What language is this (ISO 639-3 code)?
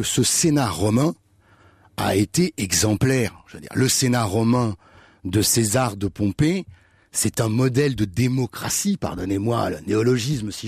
fra